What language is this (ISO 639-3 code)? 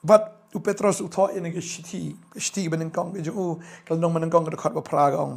kha